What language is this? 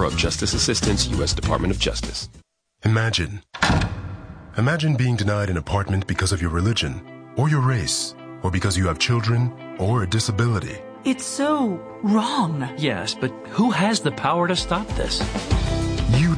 English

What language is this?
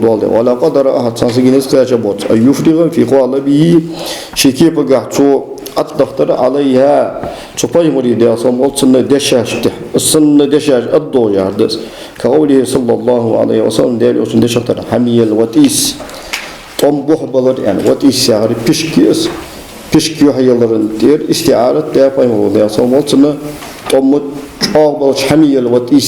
Ingush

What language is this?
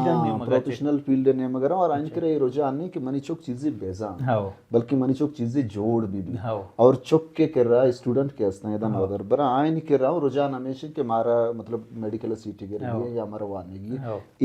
Baluchi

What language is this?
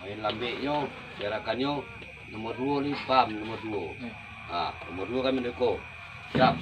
Minangkabau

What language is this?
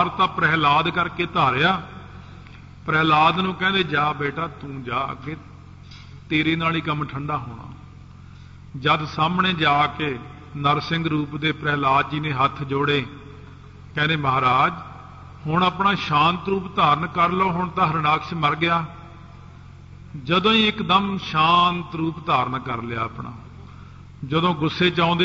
Punjabi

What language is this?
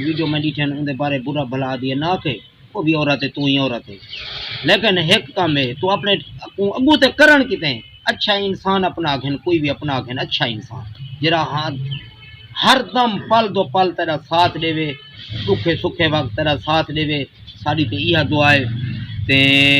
Saraiki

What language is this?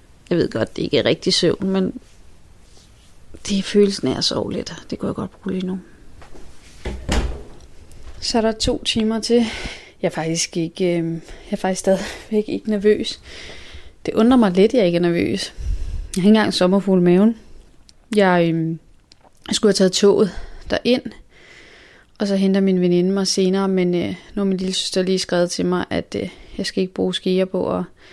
Danish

